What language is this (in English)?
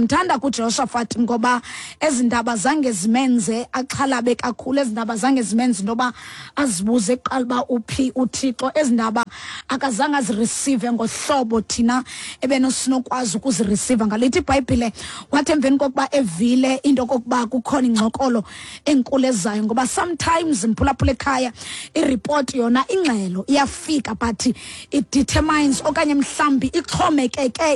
Xhosa